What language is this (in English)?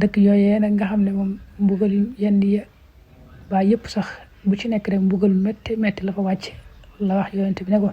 Wolof